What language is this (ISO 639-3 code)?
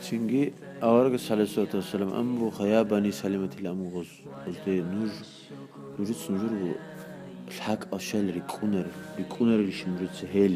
ava